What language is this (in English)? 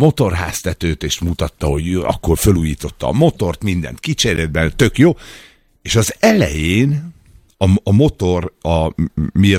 Hungarian